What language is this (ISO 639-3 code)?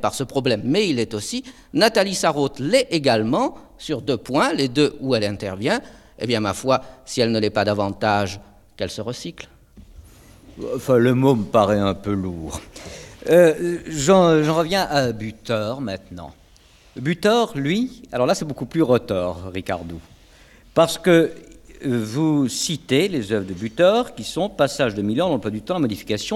fra